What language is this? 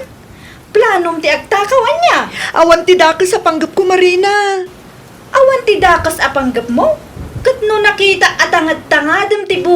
Iloko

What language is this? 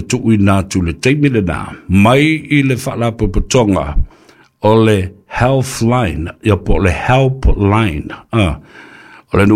Samoan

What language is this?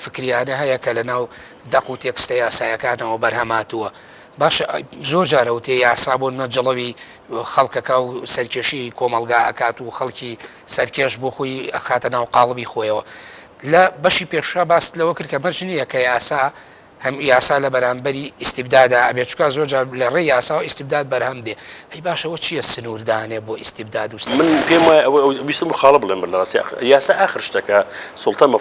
Central Kurdish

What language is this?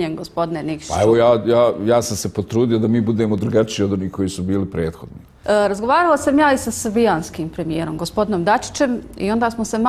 Bosnian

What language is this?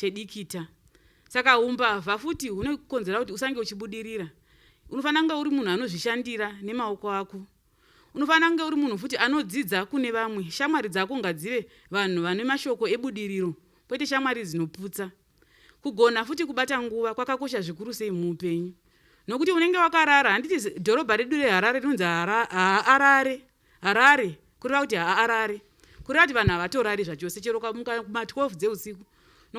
Shona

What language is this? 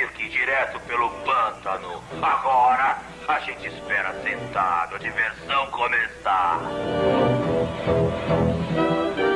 Portuguese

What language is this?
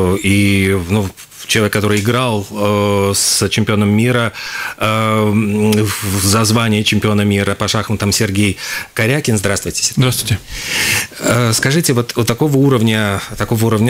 Russian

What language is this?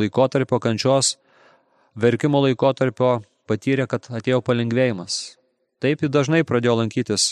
Lithuanian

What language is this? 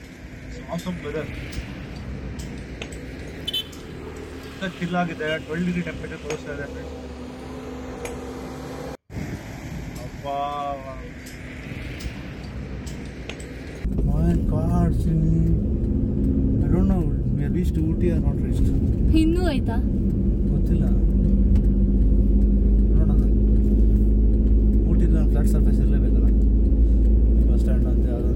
Kannada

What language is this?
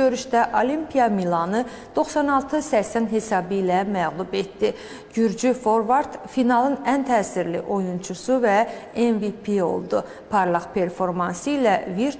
Azerbaijani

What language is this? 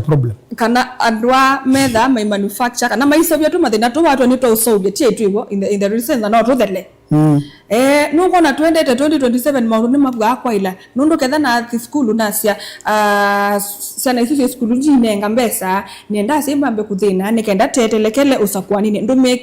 Kamba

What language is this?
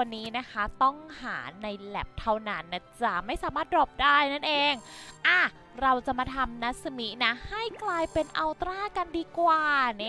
Thai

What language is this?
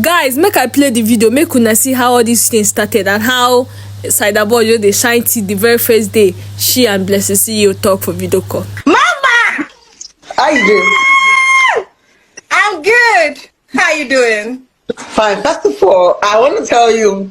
Nigerian Pidgin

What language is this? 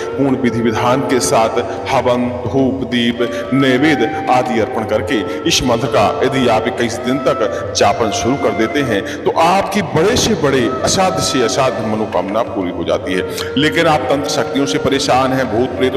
Hindi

